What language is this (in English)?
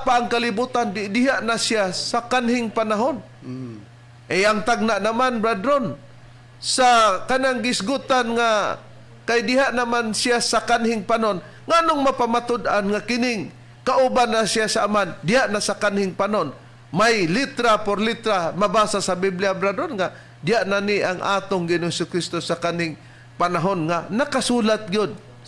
Cebuano